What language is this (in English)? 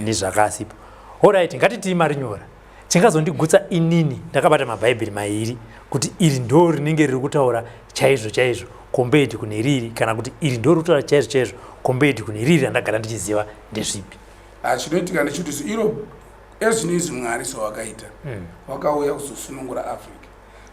Shona